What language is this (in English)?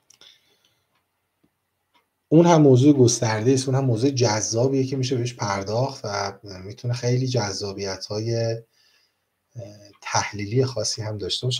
Persian